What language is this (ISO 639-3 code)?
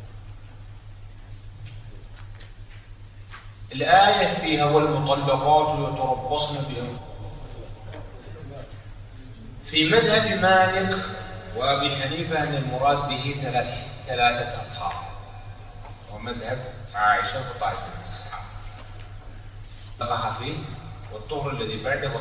ara